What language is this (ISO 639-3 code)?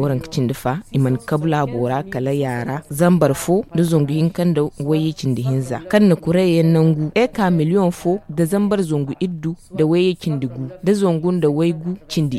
dje